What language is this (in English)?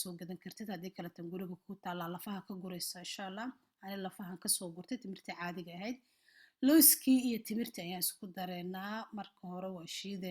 Somali